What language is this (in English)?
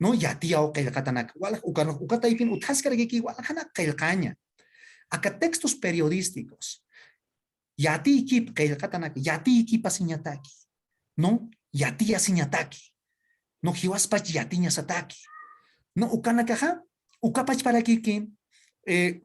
Aymara